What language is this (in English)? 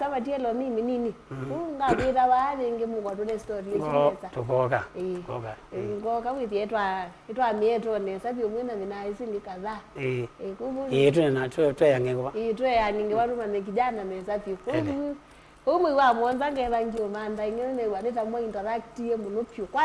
Kamba